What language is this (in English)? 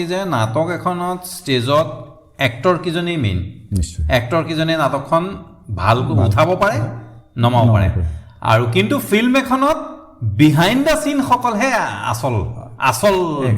Assamese